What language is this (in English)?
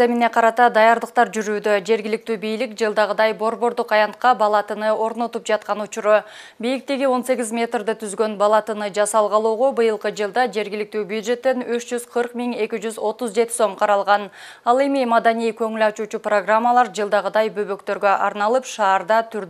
Kyrgyz